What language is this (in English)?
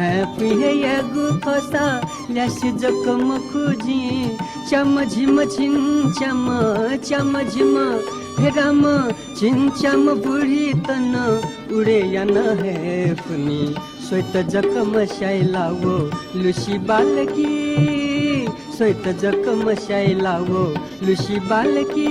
Newari